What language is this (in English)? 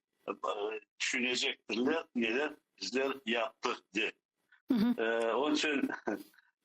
Crimean Tatar